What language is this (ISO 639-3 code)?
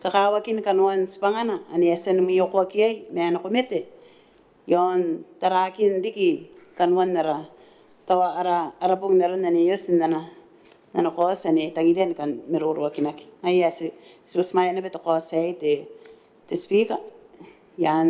gil